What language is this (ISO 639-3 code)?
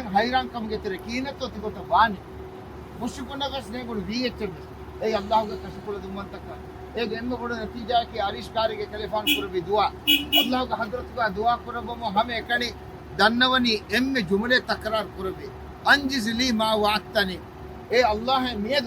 div